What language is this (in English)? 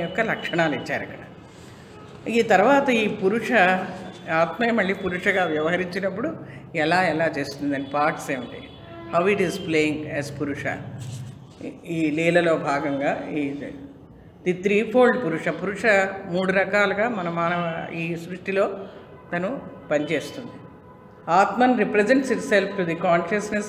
Telugu